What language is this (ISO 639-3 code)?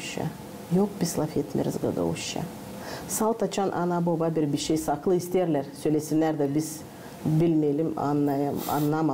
gag